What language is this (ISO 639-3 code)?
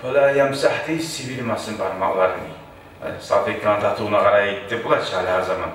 kum